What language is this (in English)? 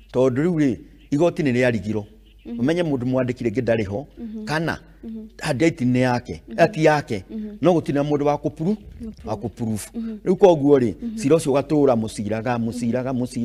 Kikuyu